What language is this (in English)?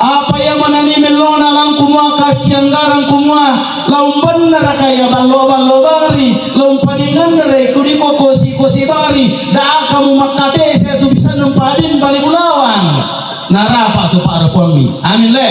Toraja-Sa'dan